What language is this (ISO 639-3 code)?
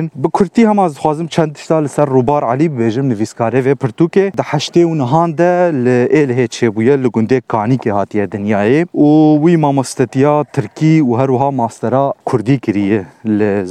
kur